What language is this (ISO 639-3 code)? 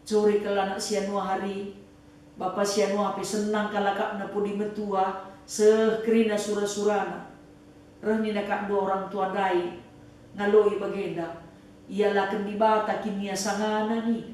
btx